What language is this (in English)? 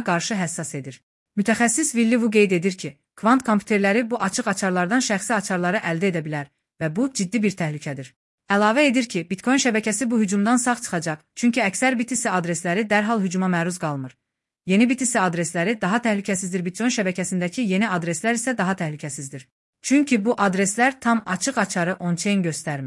Azerbaijani